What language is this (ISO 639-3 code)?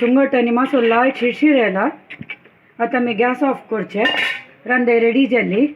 kok